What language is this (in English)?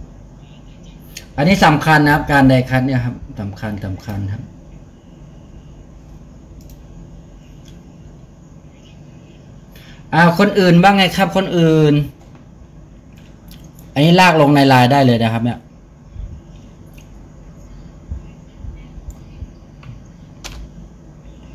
Thai